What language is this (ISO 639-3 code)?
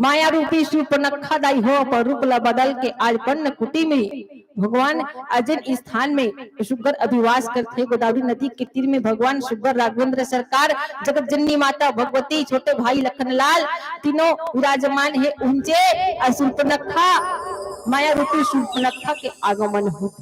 hne